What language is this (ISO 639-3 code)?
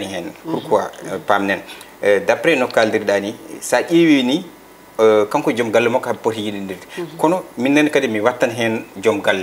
ful